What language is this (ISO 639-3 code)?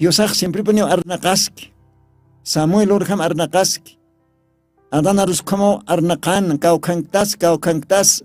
aym